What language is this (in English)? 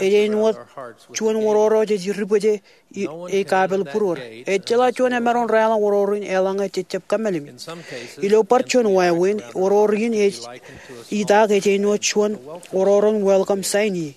Marshallese